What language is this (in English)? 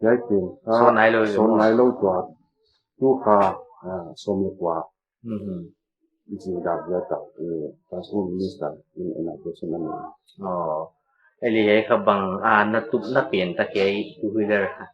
Paite Chin